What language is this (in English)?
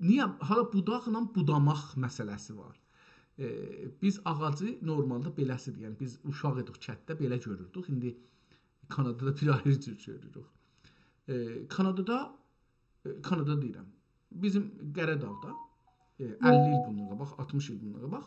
South Azerbaijani